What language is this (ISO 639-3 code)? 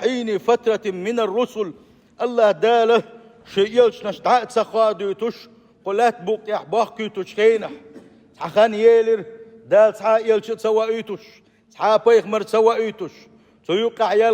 che